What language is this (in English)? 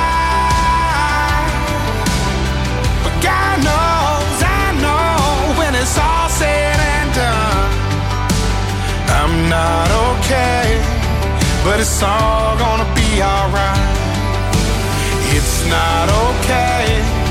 English